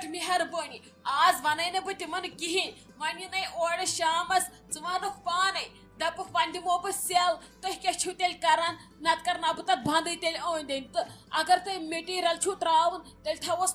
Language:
Kashmiri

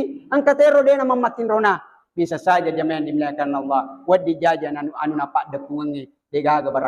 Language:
Buginese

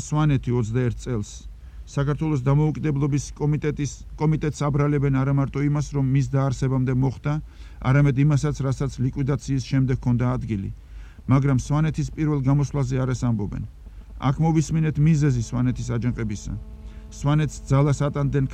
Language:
Georgian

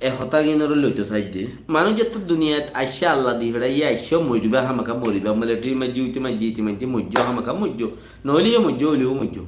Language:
Rohingya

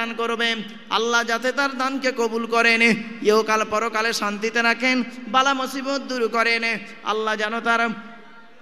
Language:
Bangla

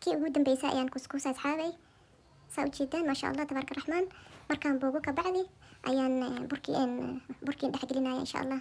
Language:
Somali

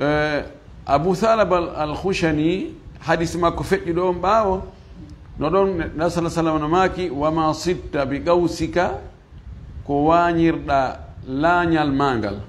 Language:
Fula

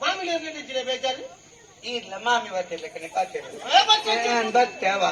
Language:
Tulu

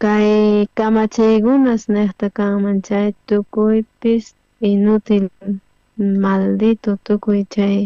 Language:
South Bolivian Quechua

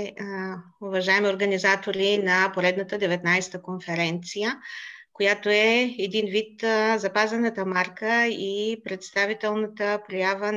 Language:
Bulgarian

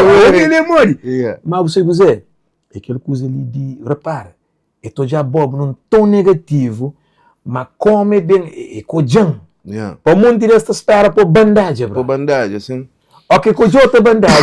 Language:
Kabuverdianu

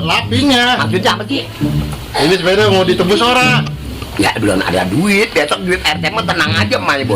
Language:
Betawi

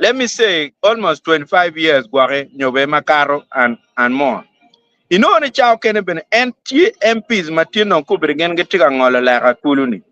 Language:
Acoli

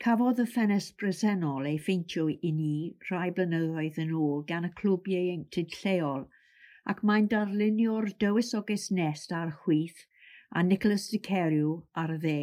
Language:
Welsh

